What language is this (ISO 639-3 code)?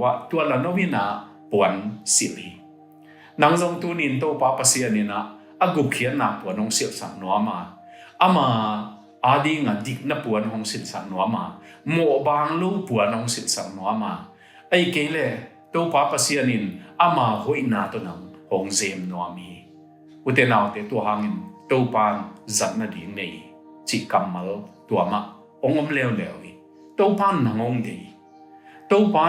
ctd